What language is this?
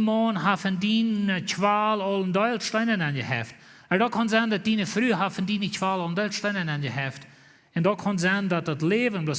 Plautdietsch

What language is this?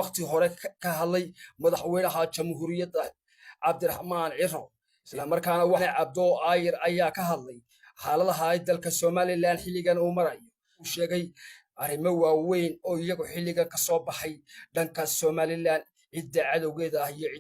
Somali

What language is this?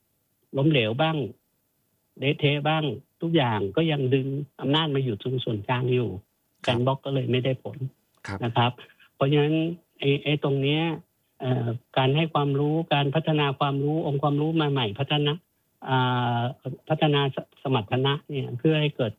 Thai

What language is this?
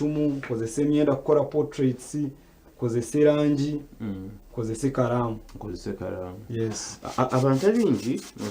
Nyankole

